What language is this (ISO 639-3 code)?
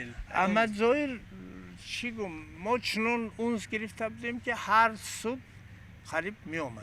tgk